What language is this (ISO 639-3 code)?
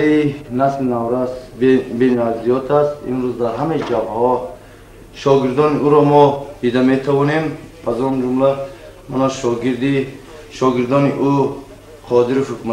tgk